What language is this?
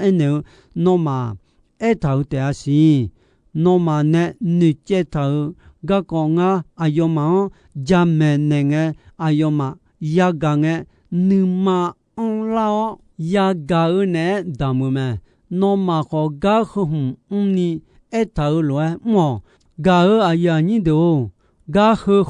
Akha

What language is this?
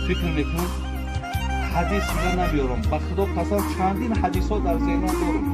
Tajik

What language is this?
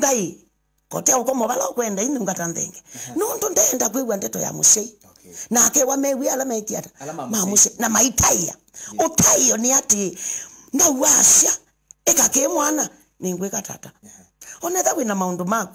Kamba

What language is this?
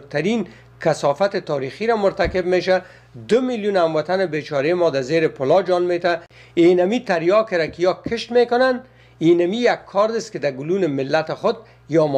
Persian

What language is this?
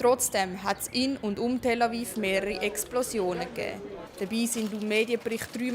Swiss German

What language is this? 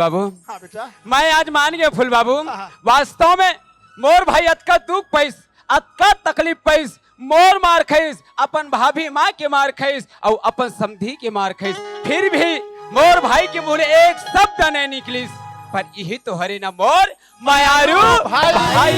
Chhattisgarhi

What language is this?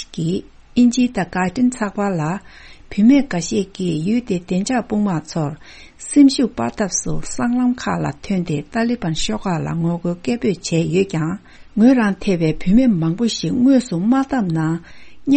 Tibetan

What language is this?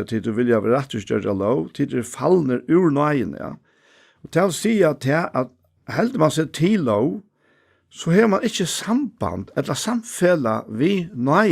Faroese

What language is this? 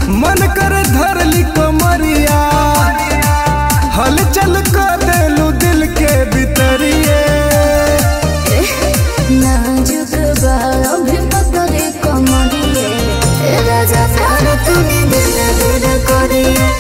Bhojpuri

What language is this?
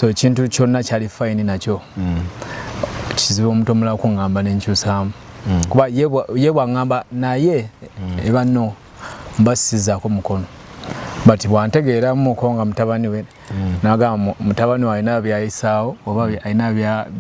Ganda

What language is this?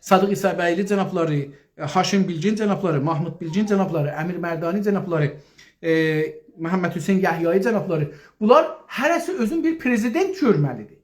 South Azerbaijani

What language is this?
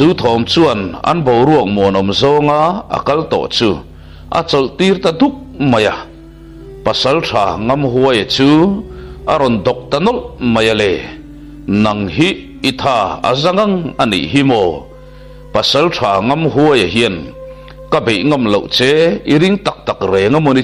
Mizo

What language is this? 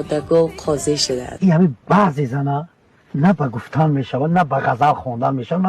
Tajik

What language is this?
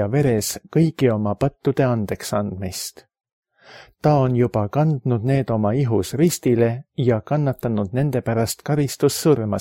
Estonian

